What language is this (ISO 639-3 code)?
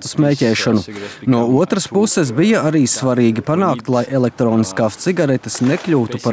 lav